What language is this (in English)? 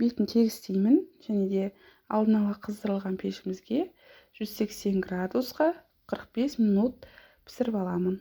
Kazakh